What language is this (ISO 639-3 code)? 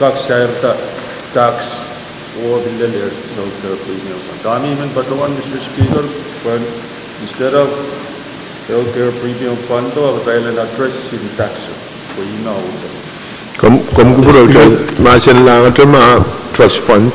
pon